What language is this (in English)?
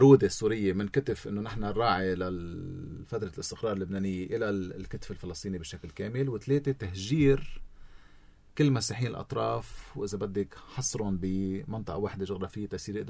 North Levantine Arabic